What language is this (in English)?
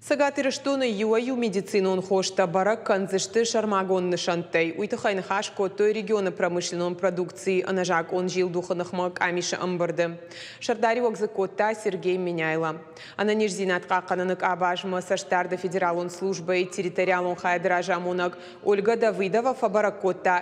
Ossetic